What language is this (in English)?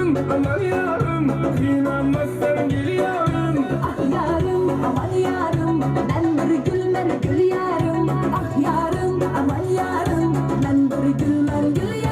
Kara-Kalpak